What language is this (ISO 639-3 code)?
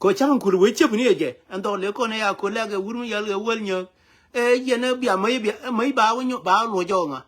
nus